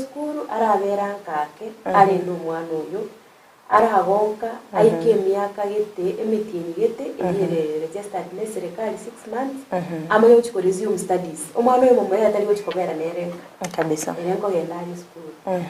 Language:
Gusii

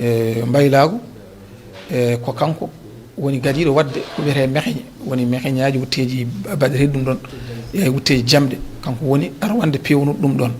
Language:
Fula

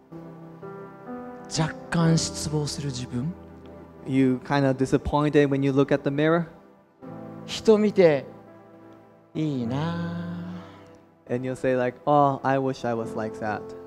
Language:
Japanese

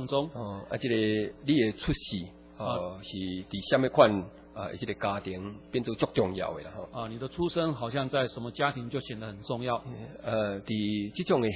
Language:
Min Nan Chinese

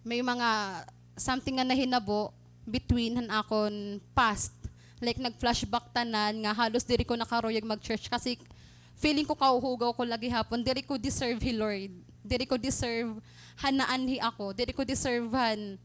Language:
Waray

